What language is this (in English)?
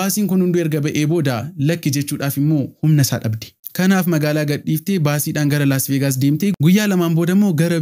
Oromo